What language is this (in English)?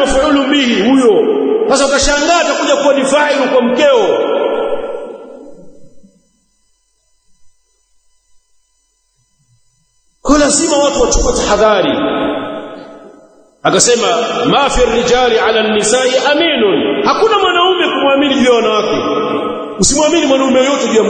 Swahili